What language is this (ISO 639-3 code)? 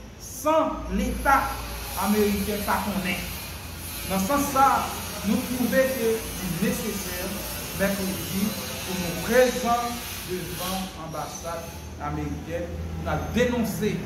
hat